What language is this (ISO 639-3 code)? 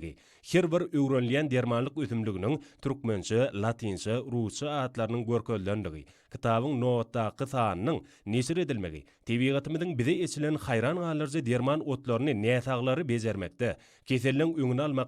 tuk